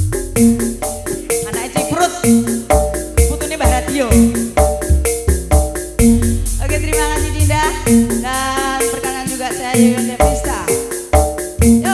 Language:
Indonesian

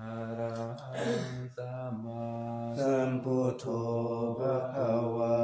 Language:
Pali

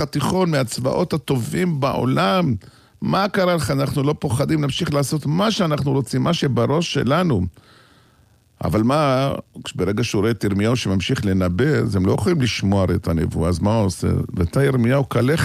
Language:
Hebrew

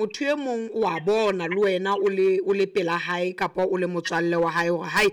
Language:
Southern Sotho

